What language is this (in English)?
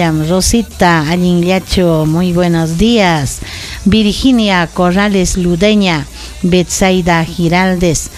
Ayacucho Quechua